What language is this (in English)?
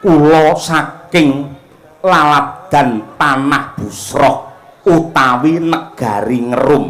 Javanese